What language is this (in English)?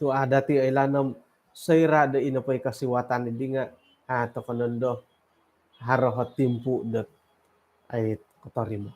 Central Dusun